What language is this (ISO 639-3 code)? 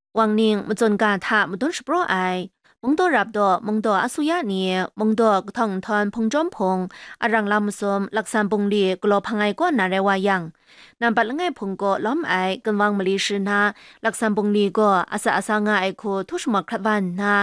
kac